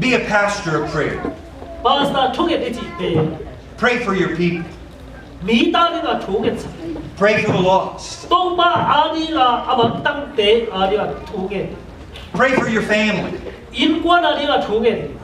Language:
Tedim Chin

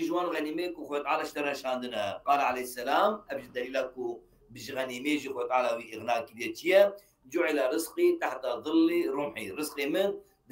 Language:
Kurdish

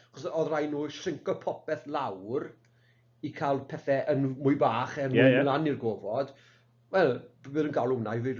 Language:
Welsh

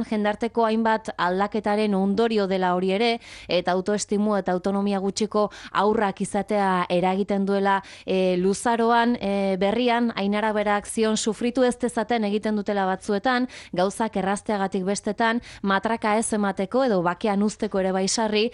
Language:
Basque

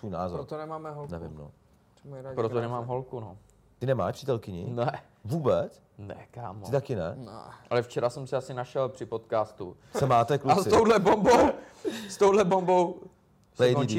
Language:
Czech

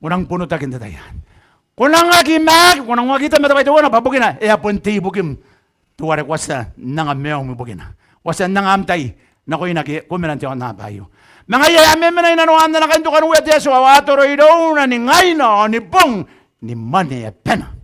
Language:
Gilbertese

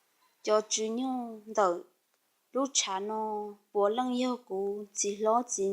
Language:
Hmong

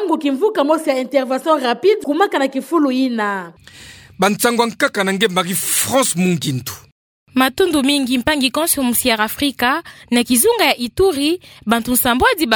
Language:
Kituba (Democratic Republic of Congo)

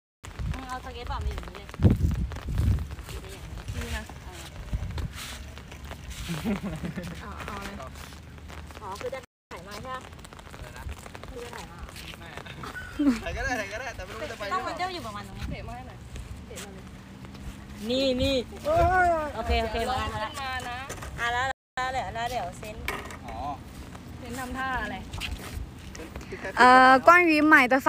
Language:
Thai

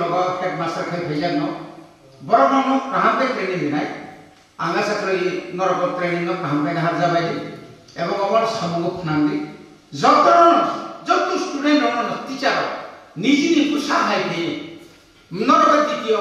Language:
Kok Borok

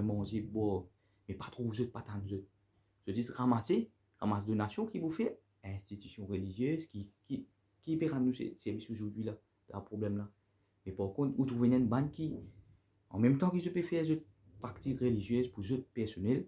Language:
Morisyen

